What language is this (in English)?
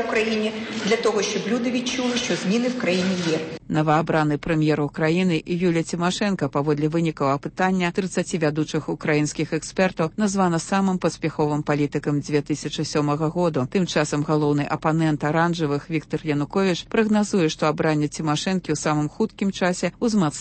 Belarusian